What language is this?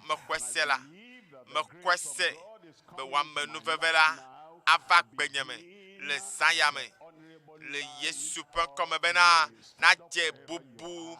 Ewe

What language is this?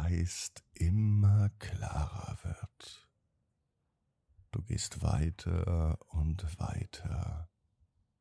German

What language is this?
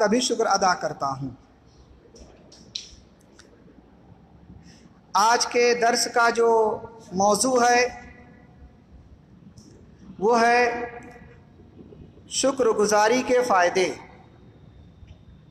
Urdu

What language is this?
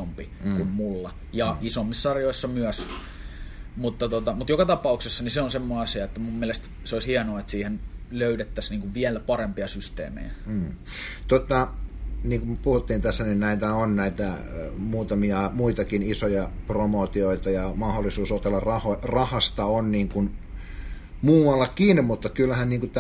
Finnish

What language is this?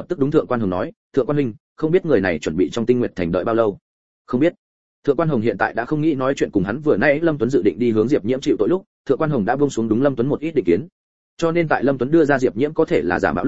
Vietnamese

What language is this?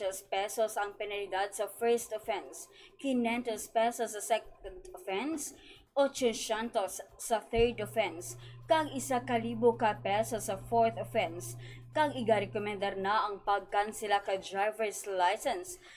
Hiligaynon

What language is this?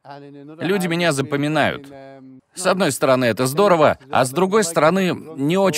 Russian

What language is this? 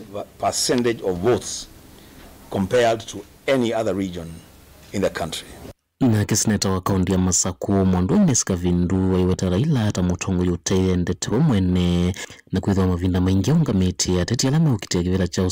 Kamba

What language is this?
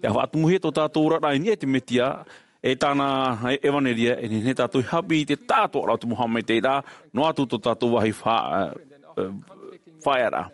Tahitian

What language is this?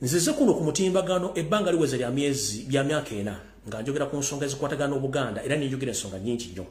Ganda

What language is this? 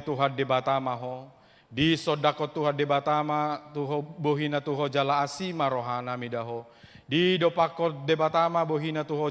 Batak Toba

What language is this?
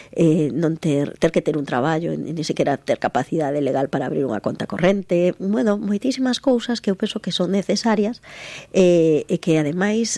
Galician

